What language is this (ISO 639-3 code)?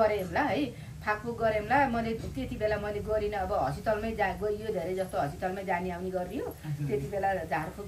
nep